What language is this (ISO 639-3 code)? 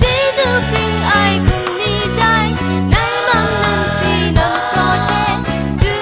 kac